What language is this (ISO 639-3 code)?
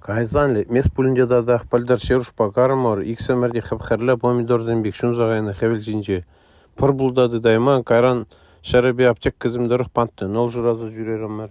chv